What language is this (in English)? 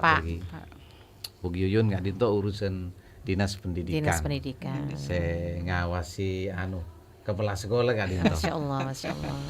Madurese